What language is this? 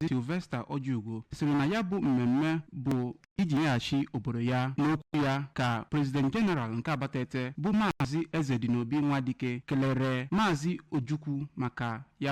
Igbo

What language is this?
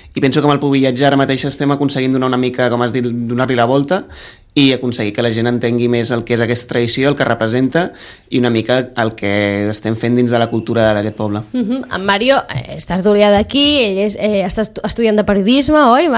Catalan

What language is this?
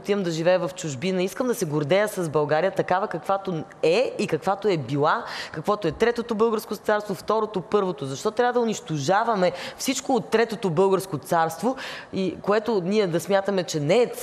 Bulgarian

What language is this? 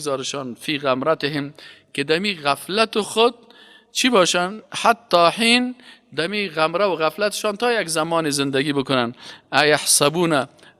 Persian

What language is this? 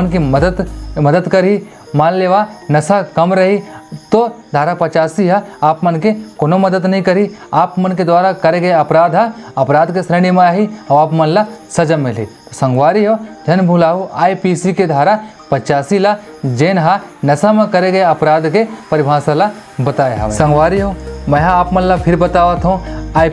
Chhattisgarhi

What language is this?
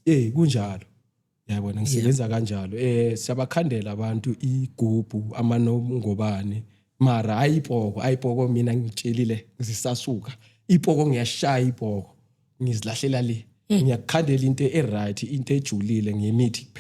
Zulu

